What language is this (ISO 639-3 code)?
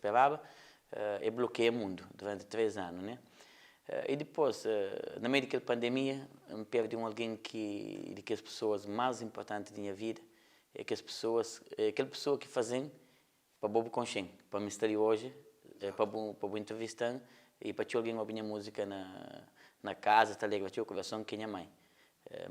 kea